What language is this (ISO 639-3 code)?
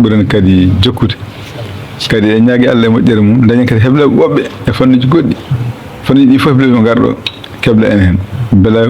ful